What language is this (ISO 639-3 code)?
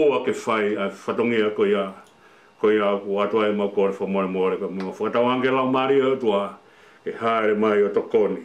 ton